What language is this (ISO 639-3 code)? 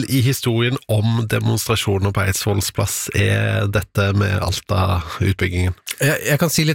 nor